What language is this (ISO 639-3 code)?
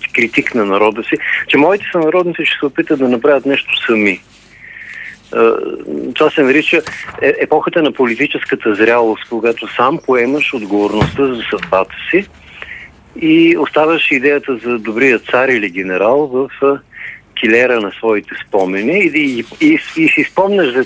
bul